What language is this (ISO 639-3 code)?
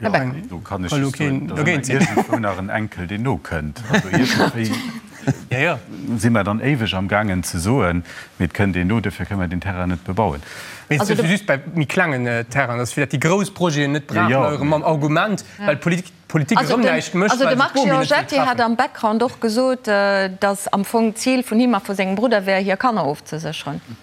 ltz